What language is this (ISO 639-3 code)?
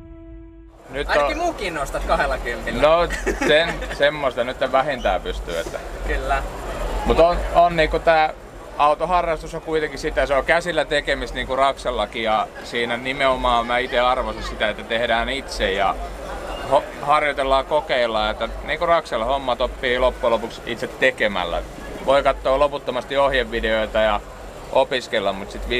fin